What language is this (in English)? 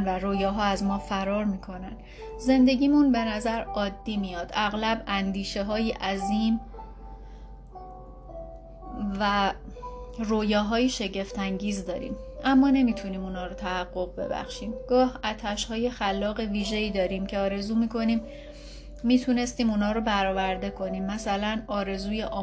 Persian